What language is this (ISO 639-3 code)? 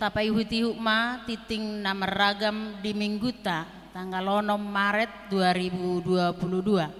bbc